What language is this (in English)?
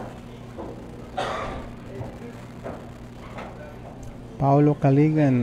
Filipino